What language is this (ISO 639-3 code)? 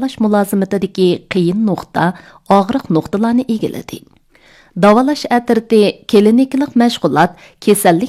uig